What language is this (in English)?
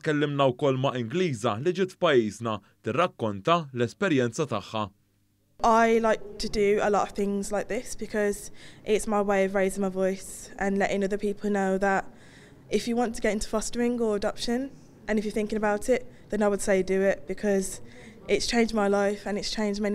Maltese